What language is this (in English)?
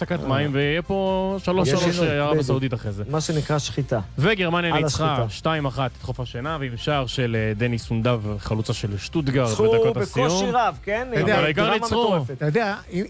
Hebrew